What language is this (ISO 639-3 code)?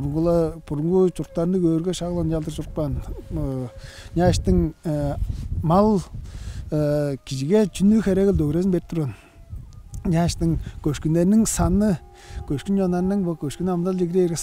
tyv